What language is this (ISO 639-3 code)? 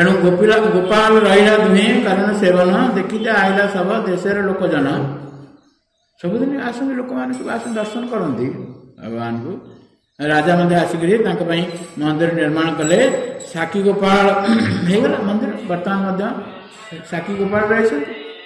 ori